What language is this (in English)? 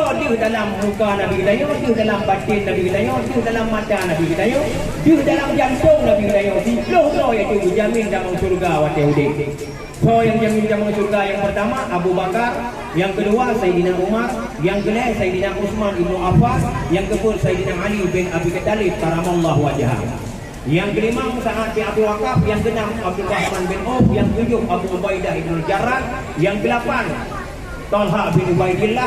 Achinese